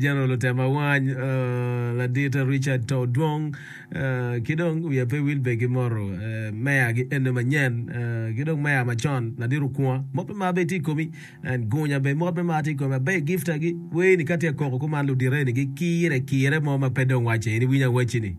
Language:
Acoli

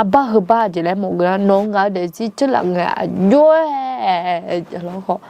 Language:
Akha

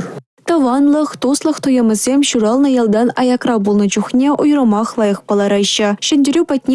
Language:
Chuvash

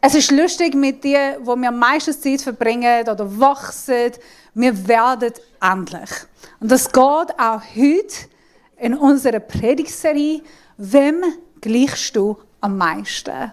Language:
Swiss German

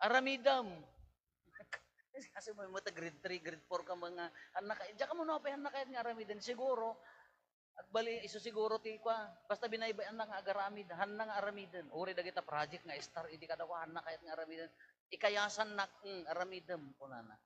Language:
Iloko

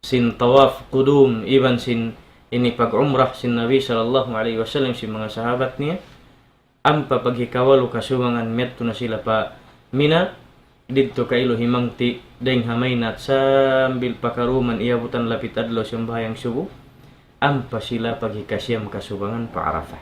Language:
Tausug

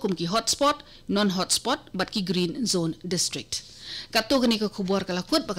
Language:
Khasi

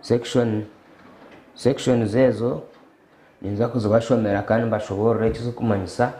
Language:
Nyankole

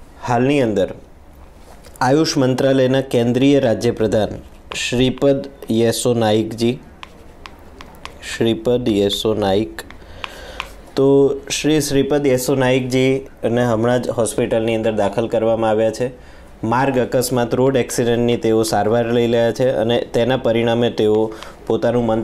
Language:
Gujarati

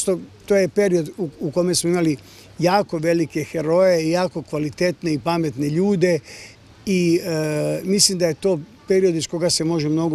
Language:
Serbian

